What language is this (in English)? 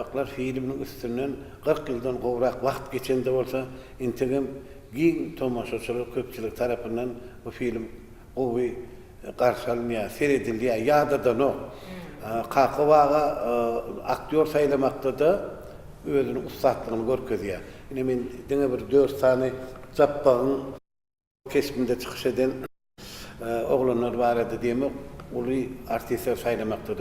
Turkmen